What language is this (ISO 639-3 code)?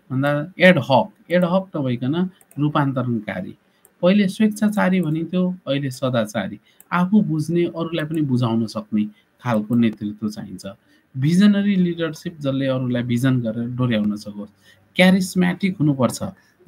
nep